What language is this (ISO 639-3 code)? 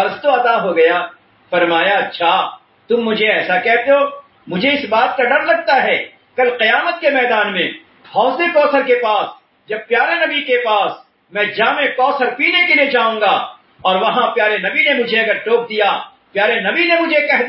urd